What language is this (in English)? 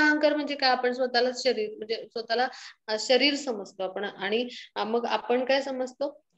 Marathi